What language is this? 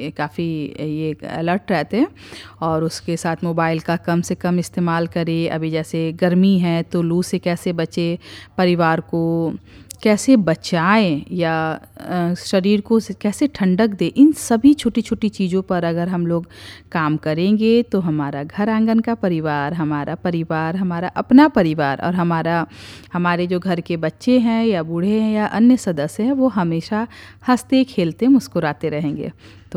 Hindi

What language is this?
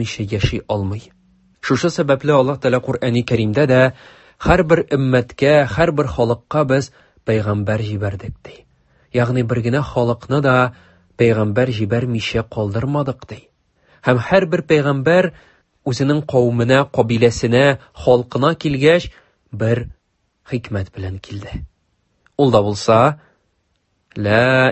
Tatar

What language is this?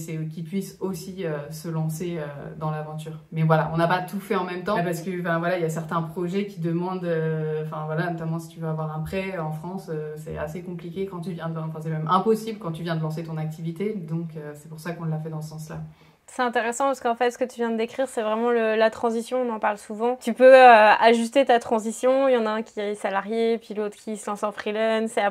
French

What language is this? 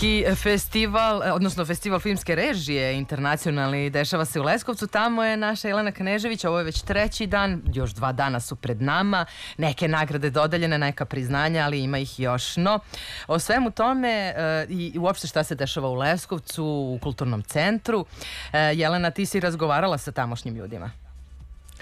Serbian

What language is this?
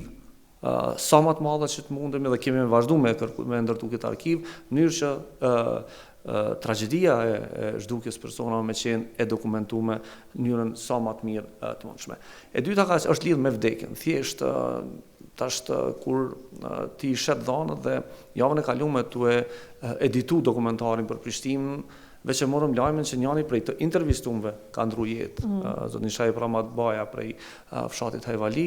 Albanian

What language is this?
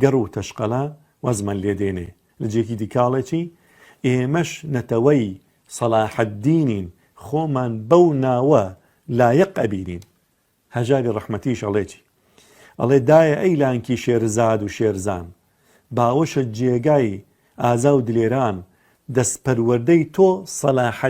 Central Kurdish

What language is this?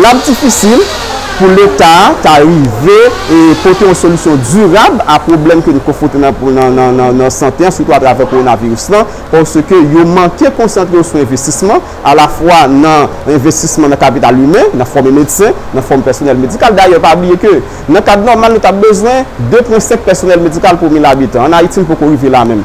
Haitian Creole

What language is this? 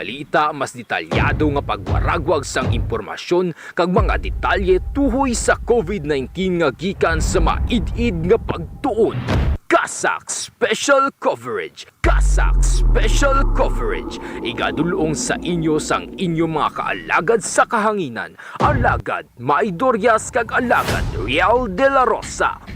Hiligaynon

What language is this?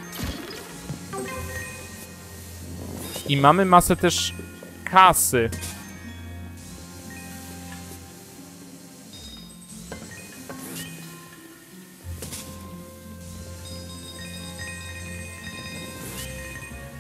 Polish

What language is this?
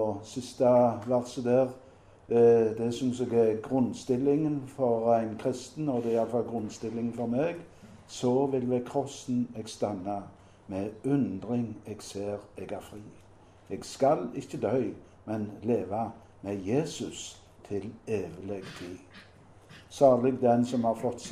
Norwegian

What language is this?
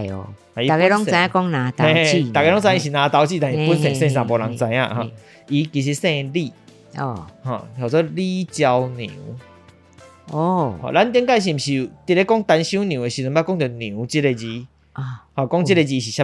Min Nan Chinese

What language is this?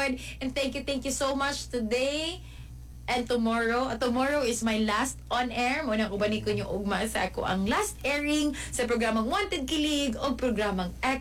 Cebuano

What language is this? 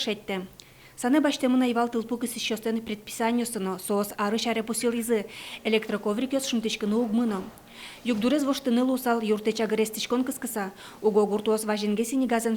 Udmurt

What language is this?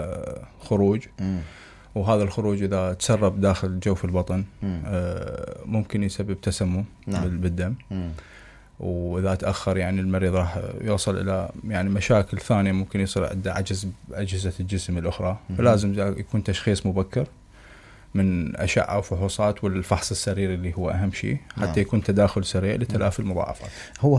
Mesopotamian Arabic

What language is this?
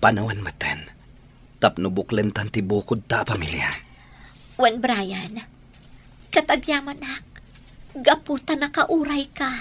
Iloko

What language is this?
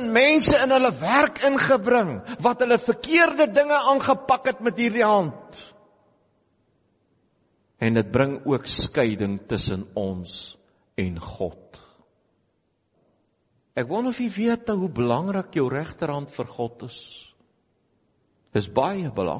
Afrikaans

